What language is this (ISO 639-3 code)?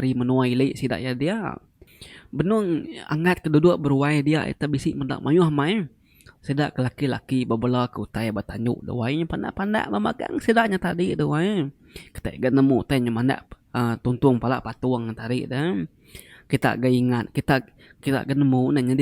iba